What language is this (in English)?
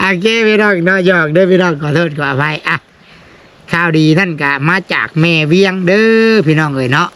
Northeastern Thai